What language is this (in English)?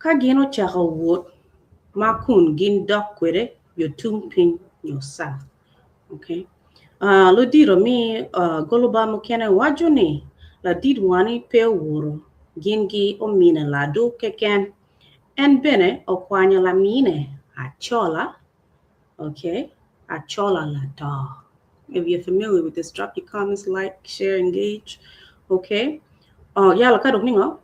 Acoli